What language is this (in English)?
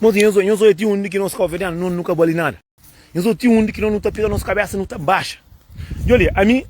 Kabuverdianu